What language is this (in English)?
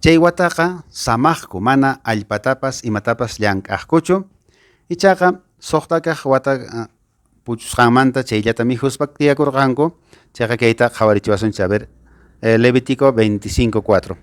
Quechua